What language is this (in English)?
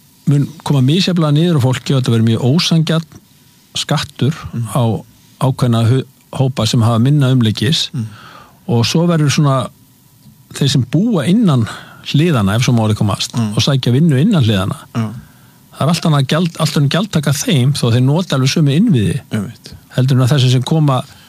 Icelandic